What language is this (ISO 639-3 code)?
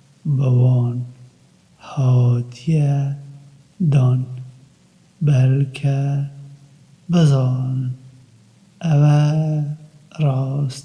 kur